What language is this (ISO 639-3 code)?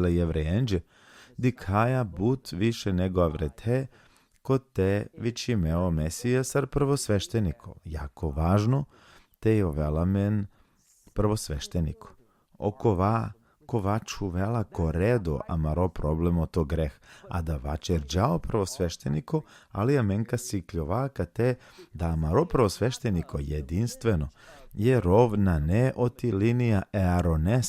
rmn